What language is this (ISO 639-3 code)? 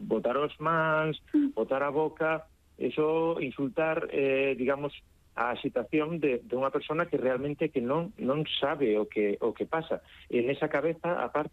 glg